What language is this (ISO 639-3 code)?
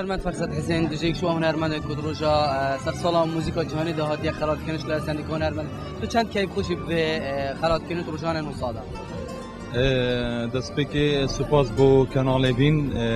kur